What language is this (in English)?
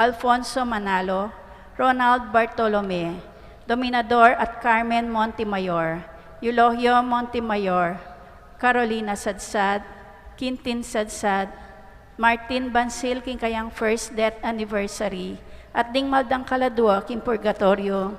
Pampanga